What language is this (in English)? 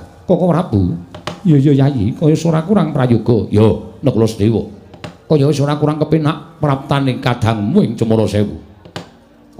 Javanese